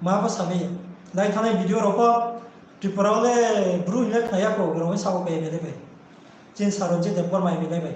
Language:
Riang (India)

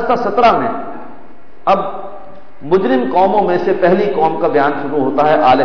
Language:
Urdu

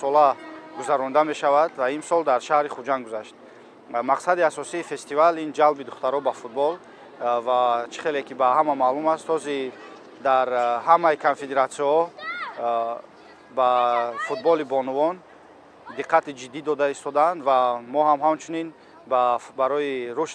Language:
Tajik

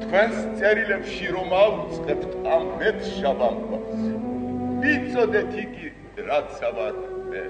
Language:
Georgian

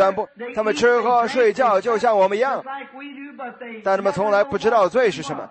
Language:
Chinese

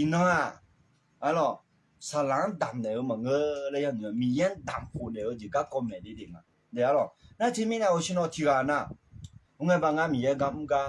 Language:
Akha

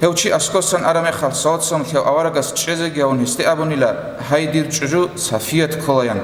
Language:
Avaric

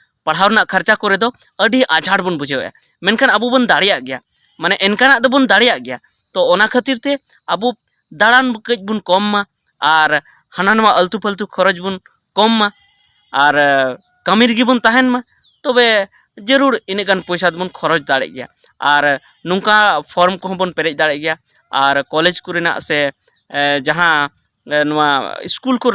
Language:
Santali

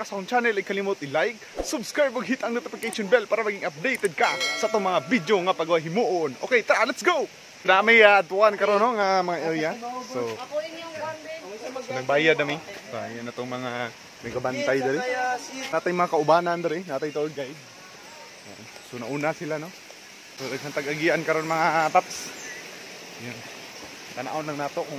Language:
Cebuano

